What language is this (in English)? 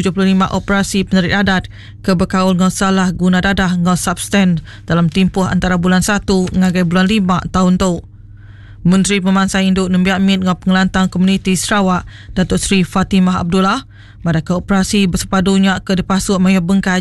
Iban